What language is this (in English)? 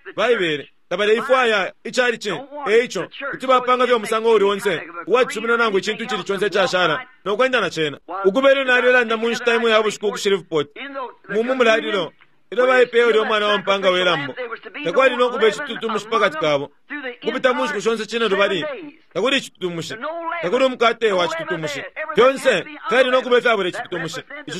Bemba